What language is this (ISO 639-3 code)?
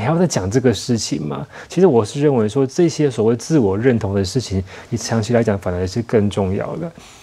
zho